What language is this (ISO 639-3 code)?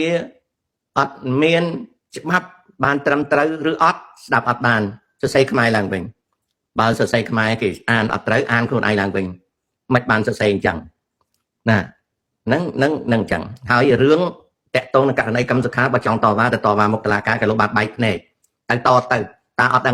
khm